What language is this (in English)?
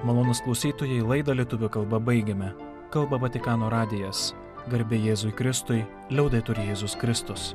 Lithuanian